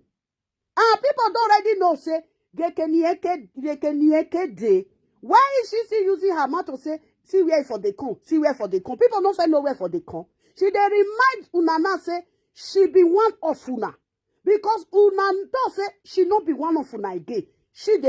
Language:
Nigerian Pidgin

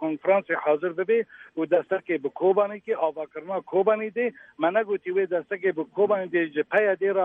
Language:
Kurdish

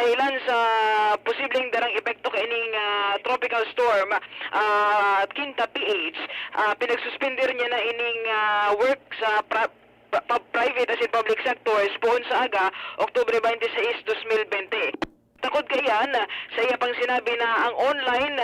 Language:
Bikol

